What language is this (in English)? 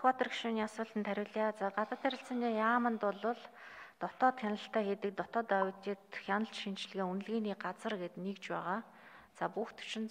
Mongolian